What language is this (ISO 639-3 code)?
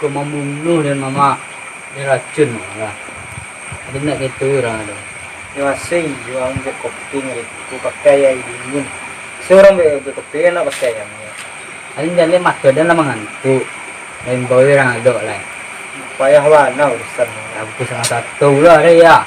min